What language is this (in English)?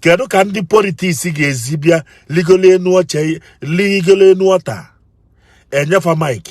Igbo